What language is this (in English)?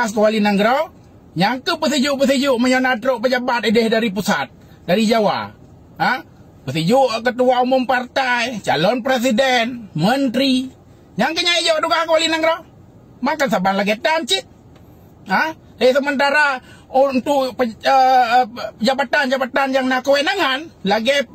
Achinese